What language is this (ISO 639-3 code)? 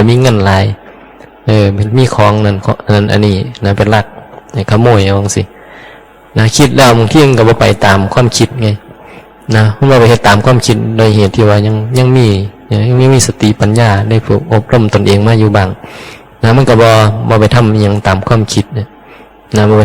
tts